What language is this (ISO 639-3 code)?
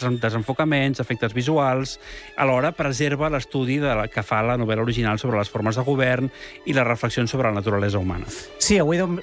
cat